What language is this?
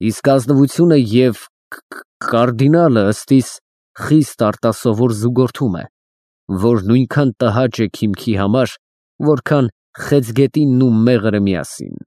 Armenian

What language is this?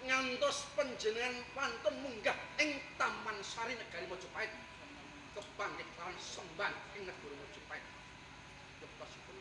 Javanese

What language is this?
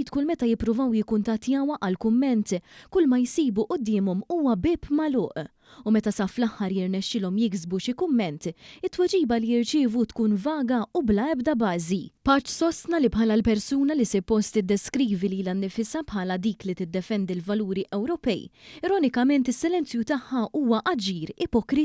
Maltese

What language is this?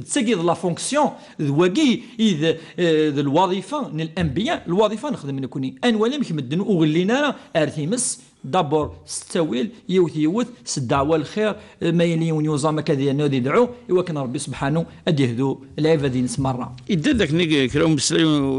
Kabyle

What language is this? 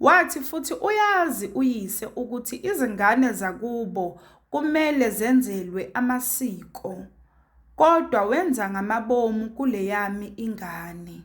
Zulu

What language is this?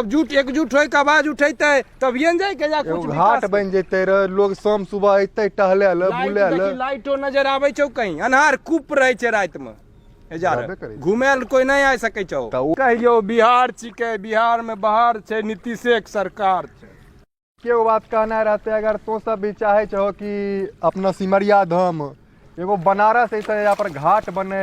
Maithili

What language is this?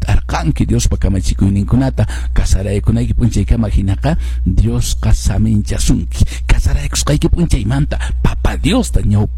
Quechua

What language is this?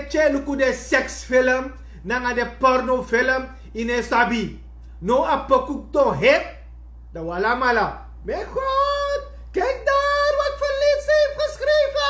Sranan Tongo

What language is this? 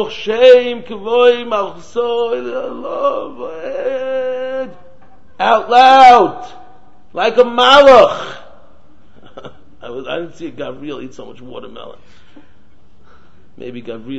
English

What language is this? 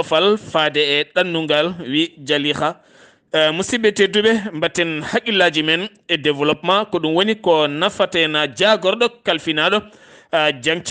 Fula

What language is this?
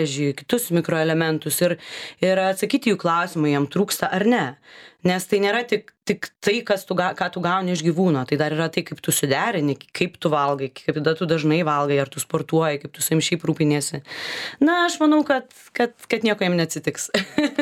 Lithuanian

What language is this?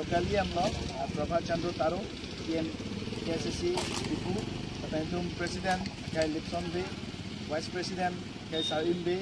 Karbi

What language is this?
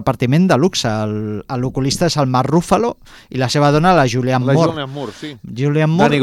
Catalan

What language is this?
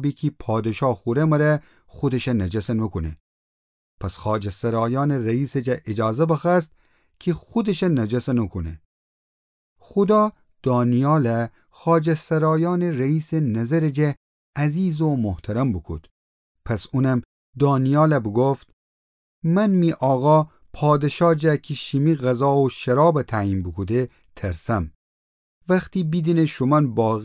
Gilaki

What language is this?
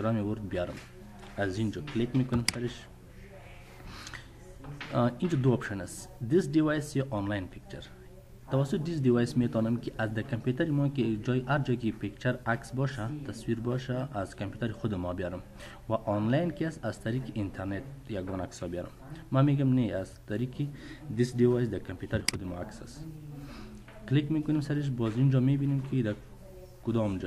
Persian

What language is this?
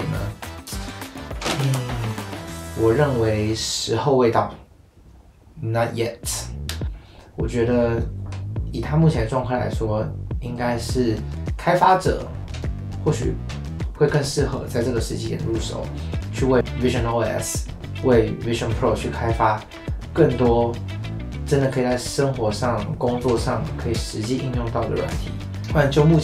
Chinese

